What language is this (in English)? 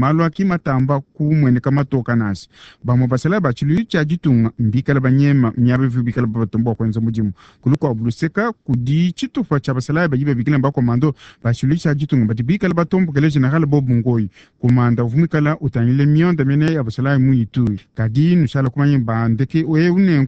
Luba-Lulua